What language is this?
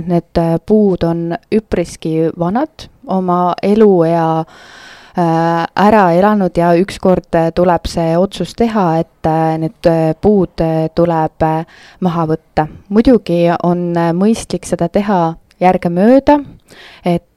Estonian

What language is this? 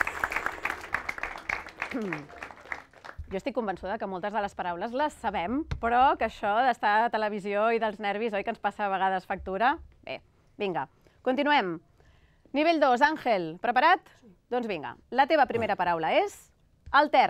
Catalan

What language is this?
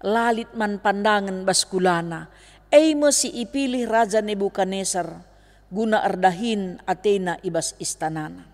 Batak Karo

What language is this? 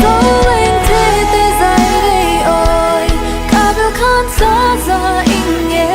Tedim Chin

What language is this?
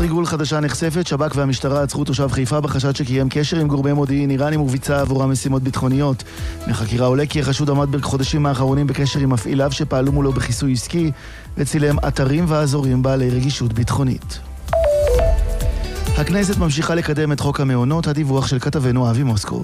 Hebrew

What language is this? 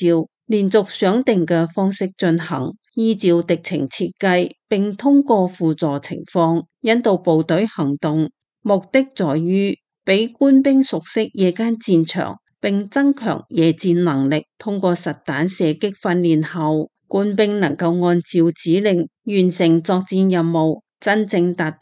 Cantonese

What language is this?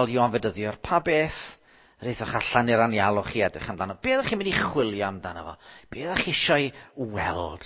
Welsh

